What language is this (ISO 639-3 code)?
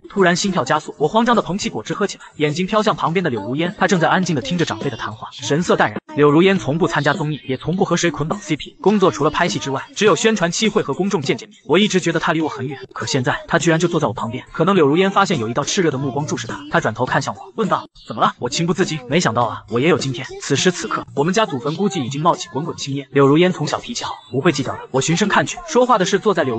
zho